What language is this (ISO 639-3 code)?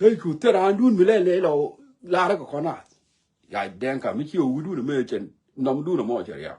nus